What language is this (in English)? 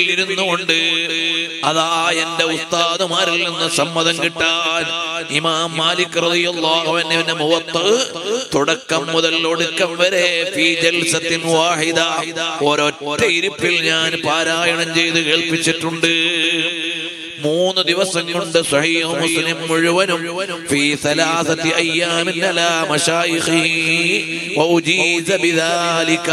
Malayalam